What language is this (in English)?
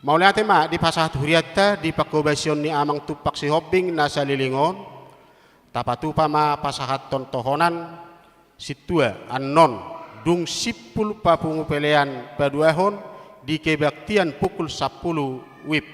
Batak Toba